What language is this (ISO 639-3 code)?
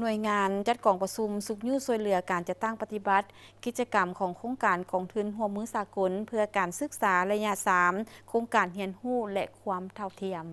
lao